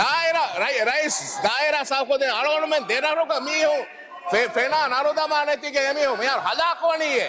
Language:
Divehi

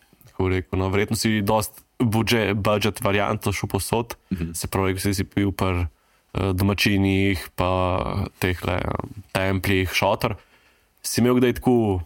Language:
Slovenian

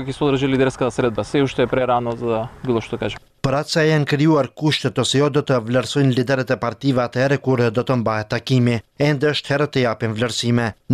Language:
Albanian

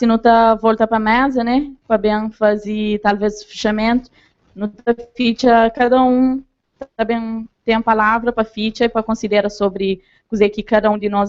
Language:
Kabuverdianu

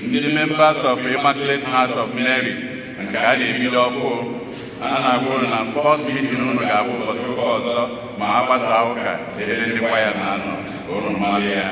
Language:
Igbo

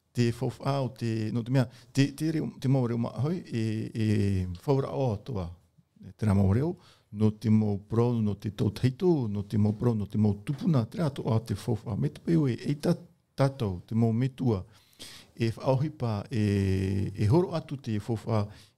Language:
Tahitian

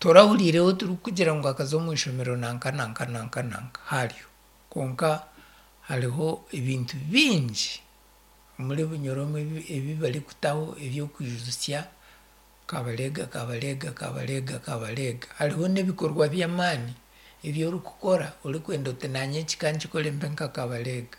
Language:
Nyankole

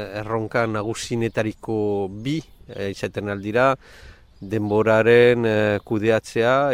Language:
Basque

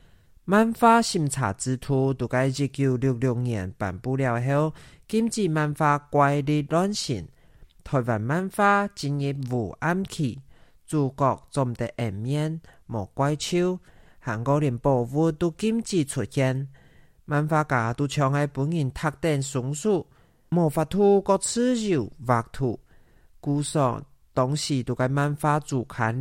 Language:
Hakka Chinese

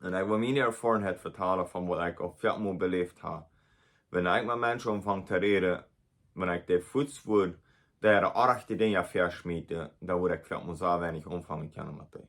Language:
Plautdietsch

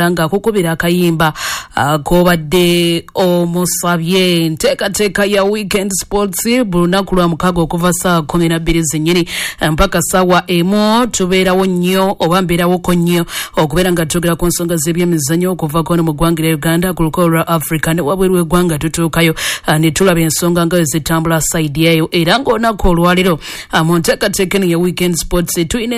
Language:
Ganda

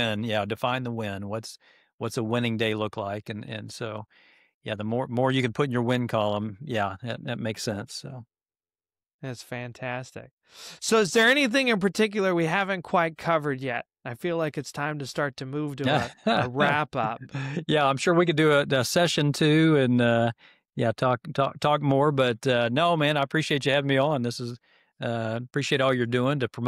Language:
English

